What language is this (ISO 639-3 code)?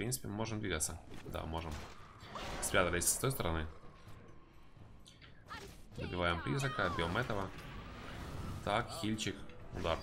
rus